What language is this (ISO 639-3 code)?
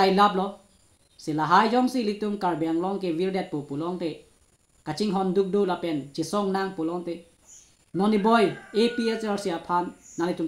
mjw